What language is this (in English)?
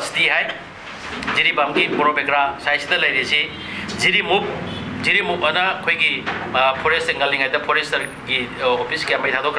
Manipuri